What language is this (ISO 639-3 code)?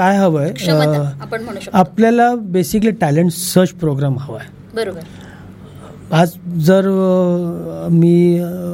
mar